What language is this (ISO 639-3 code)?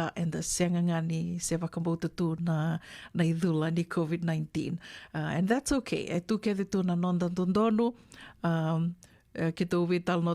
fij